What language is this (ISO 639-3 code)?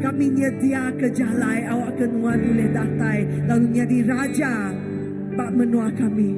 iba